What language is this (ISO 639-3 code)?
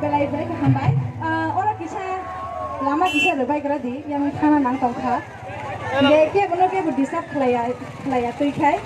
trp